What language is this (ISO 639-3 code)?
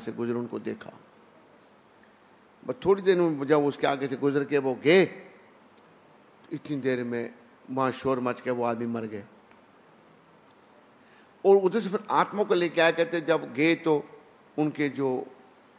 hin